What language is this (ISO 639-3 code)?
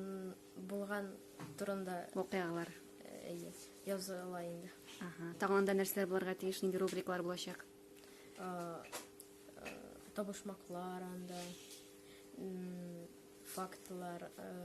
tat